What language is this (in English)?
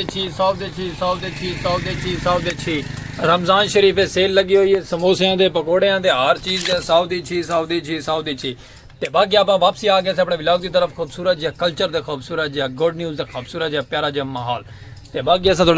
Saraiki